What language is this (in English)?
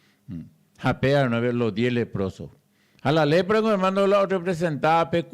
Guarani